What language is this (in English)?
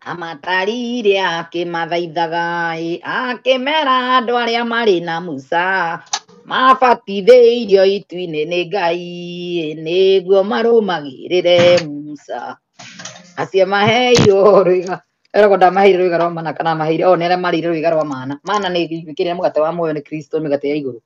Kikuyu